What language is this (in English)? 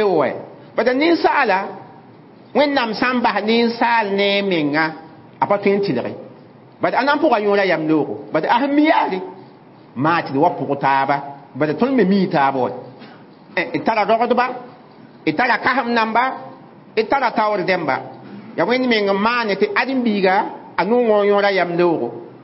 Mossi